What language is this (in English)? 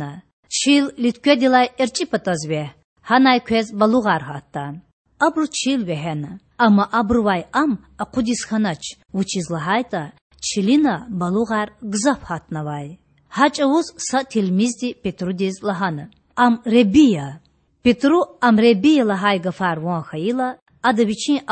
Lezghian